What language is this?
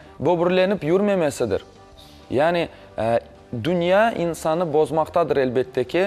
Crimean Tatar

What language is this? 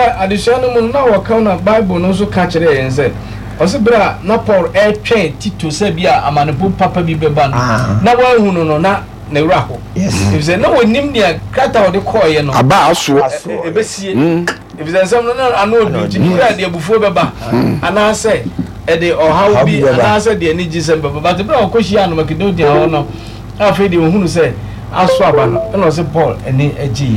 Akan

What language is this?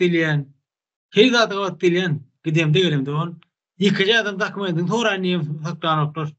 Turkmen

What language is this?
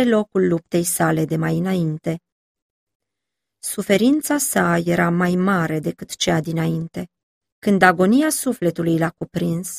Romanian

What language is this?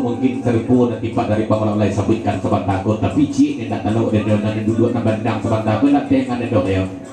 Minangkabau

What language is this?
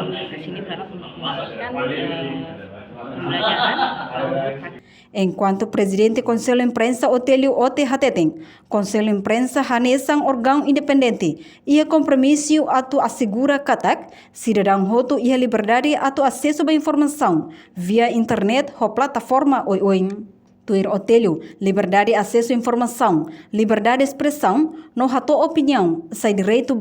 Tetum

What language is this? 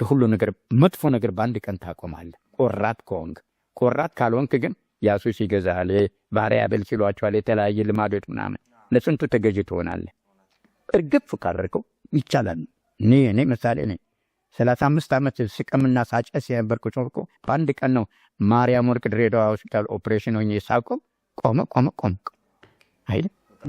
Amharic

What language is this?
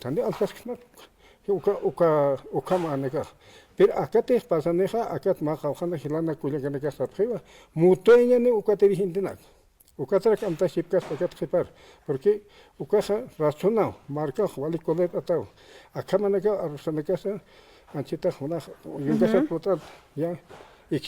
Aymara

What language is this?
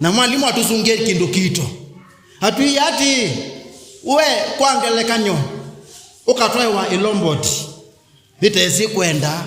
Kamba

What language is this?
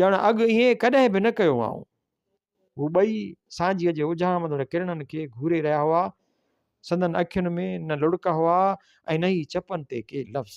Sindhi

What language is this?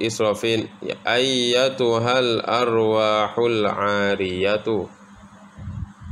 Thai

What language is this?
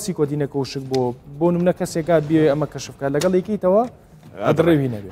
Central Kurdish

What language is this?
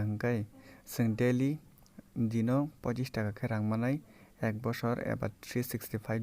Kok Borok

